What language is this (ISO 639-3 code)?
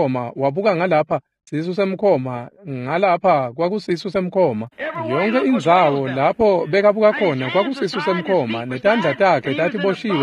ssw